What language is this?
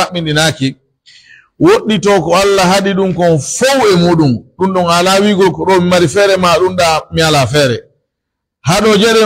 Pular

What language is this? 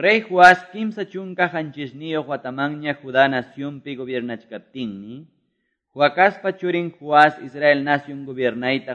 Quechua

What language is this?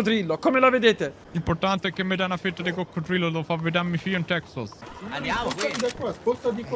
Italian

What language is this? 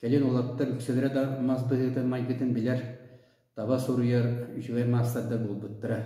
Yakut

